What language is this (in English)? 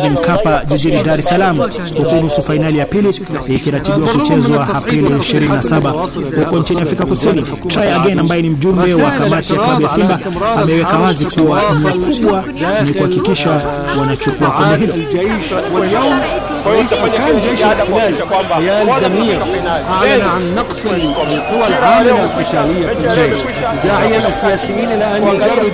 Swahili